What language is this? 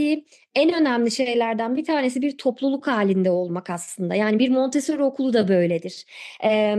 Turkish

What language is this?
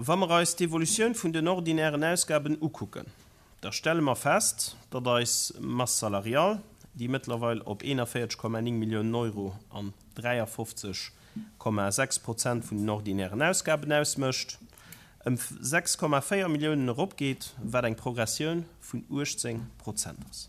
Luxembourgish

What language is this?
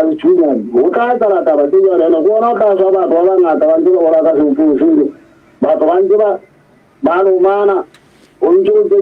Southern Sotho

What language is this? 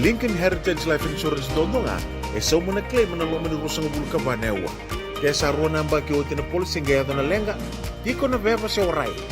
Fijian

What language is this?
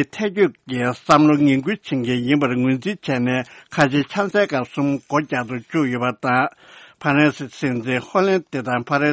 Tibetan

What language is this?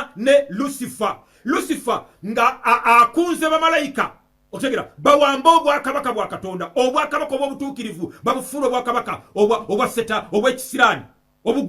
Ganda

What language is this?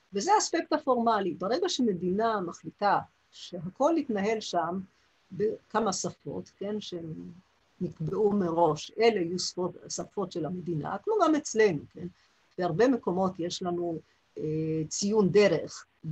Hebrew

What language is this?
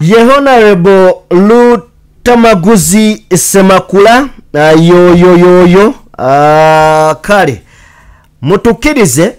Ganda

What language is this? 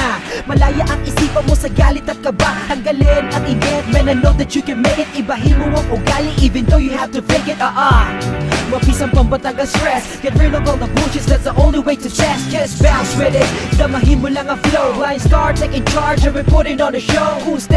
Filipino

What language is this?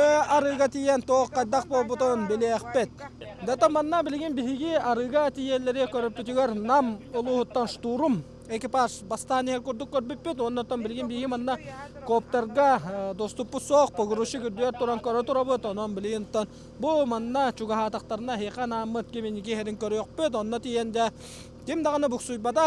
Yakut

